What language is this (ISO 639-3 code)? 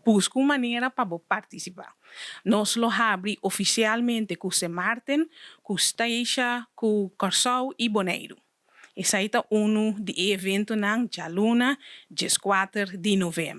pap